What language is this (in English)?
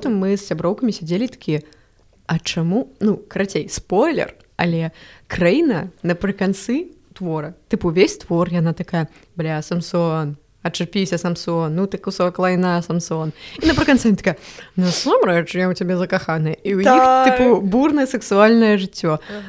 Belarusian